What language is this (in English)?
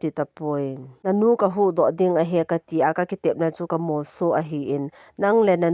Thado Chin